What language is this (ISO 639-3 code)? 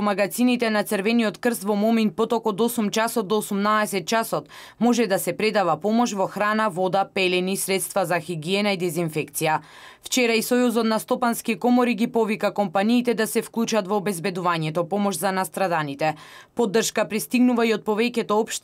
mkd